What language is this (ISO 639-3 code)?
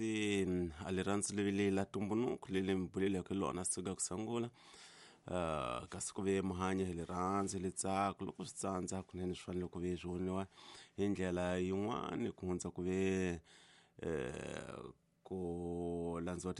tso